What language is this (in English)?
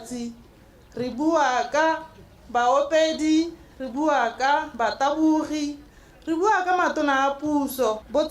Tswana